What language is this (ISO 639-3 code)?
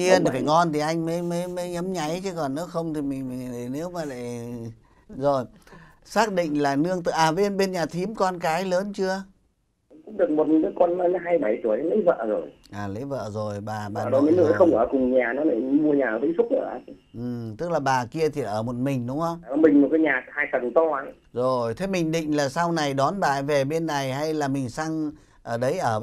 vie